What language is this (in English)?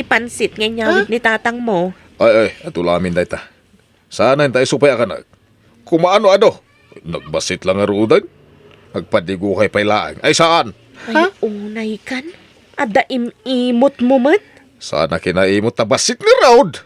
Iloko